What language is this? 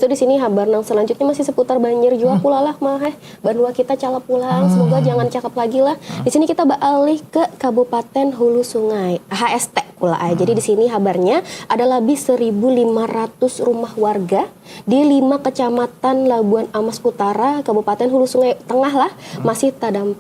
Banjar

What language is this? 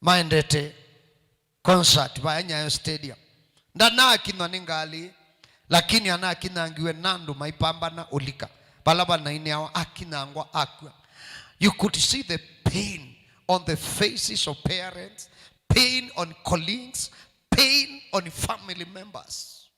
Kamba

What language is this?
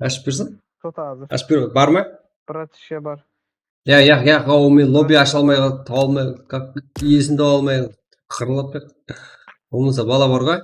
Kara-Kalpak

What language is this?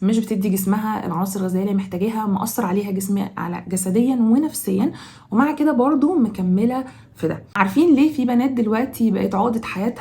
Egyptian Arabic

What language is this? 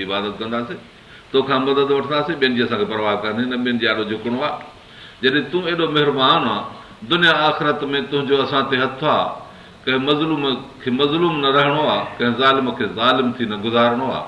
Sindhi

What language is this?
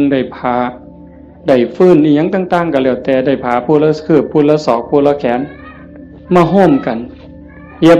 Northeastern Thai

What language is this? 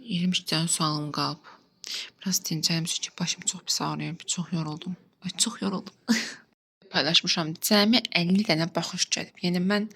Azerbaijani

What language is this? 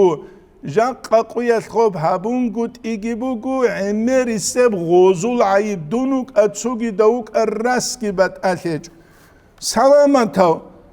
Avaric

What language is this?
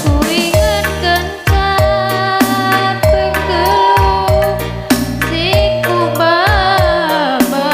Batak Karo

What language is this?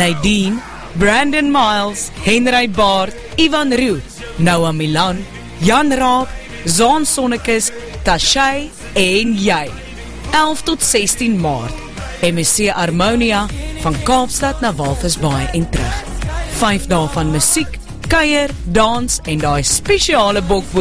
Afrikaans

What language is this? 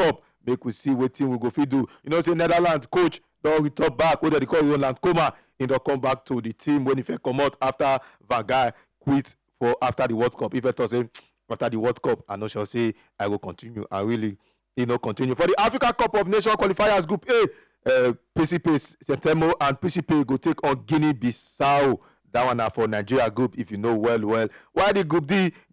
Nigerian Pidgin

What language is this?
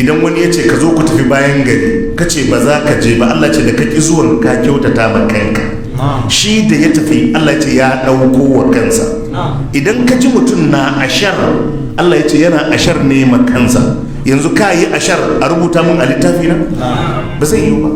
Hausa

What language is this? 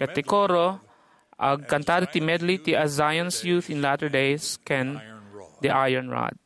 Iloko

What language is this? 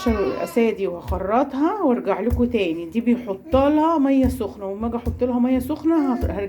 Egyptian Arabic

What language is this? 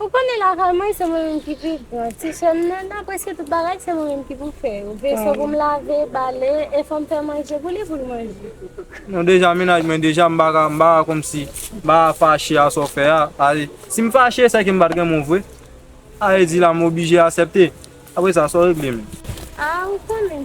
Haitian Creole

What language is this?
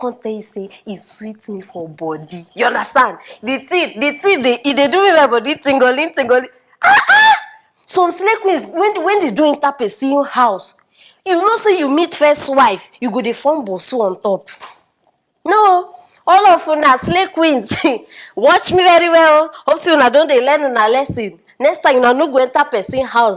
Nigerian Pidgin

